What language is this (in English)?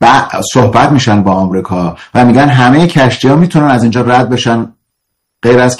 Persian